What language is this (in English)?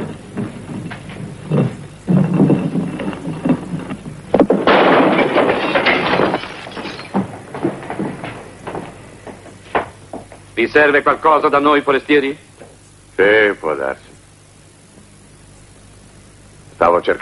Italian